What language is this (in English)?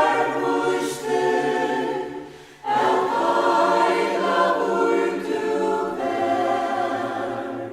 Faroese